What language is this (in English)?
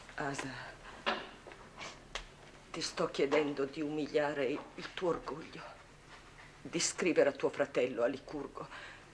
Italian